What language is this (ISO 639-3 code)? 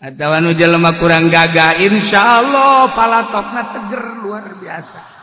sun